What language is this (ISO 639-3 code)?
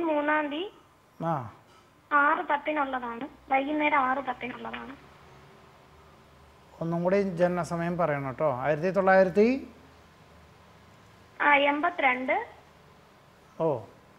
mal